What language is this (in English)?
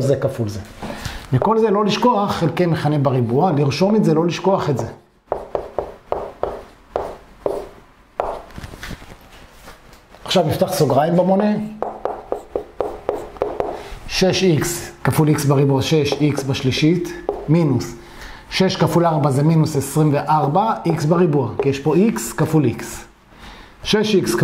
Hebrew